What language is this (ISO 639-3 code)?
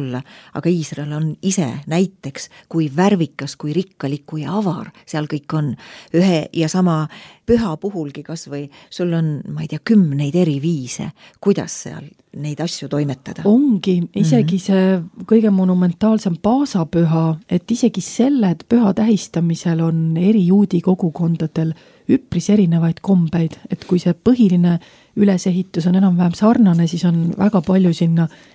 est